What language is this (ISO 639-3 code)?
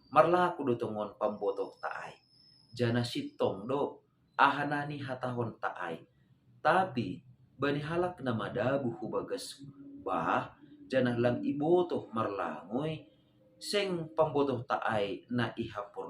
bts